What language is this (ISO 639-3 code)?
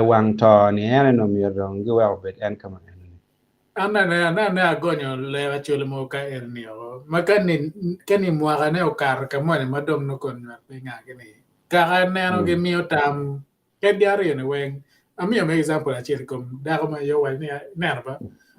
ach